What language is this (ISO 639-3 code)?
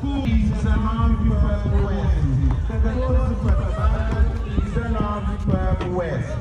kea